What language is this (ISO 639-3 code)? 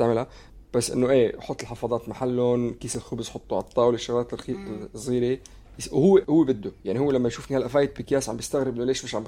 apc